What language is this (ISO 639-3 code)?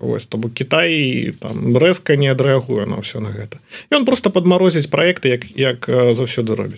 bel